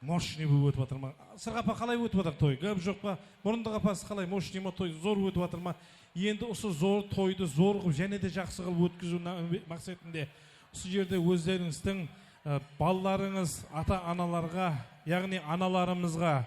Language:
Kara-Kalpak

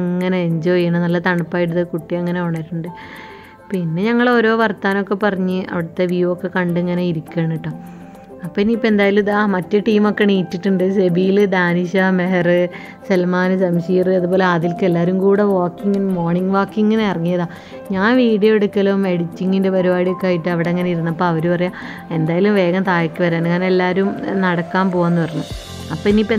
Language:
Malayalam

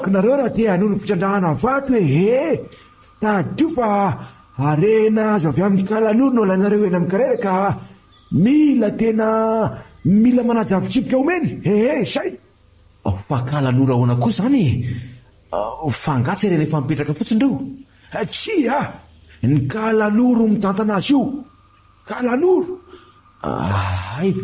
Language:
Malagasy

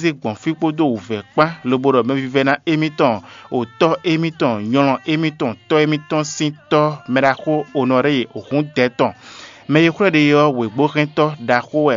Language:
Fon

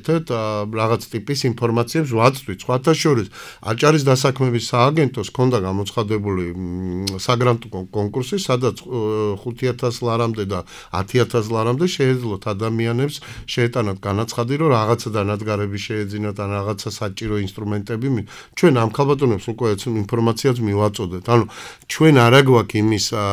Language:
Georgian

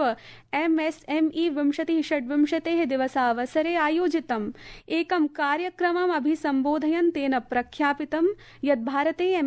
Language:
Sanskrit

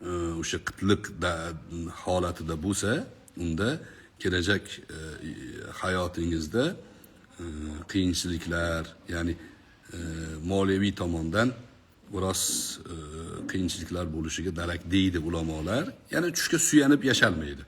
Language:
Uzbek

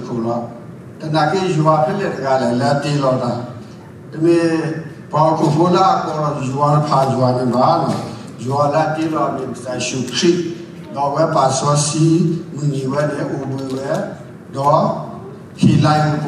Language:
S'gaw Karen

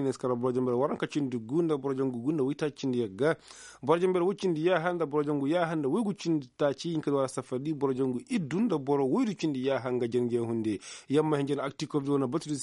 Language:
Koyraboro Senni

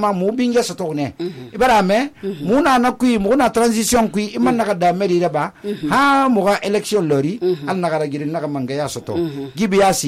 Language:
Susu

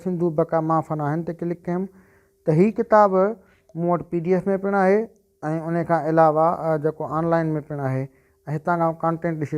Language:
Sindhi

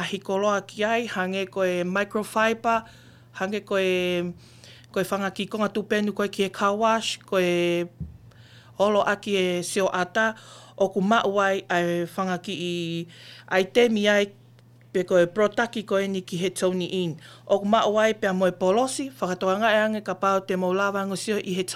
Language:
Tongan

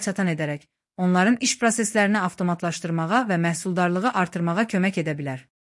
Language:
Azerbaijani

